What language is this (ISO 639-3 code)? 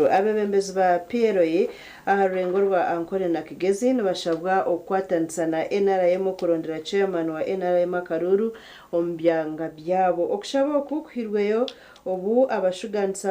nyn